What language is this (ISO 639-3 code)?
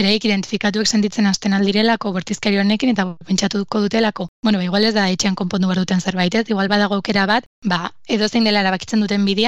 eus